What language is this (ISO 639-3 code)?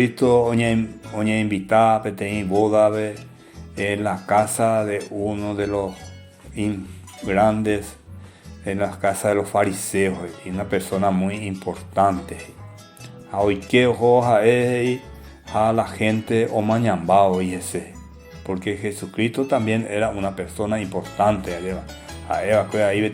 grn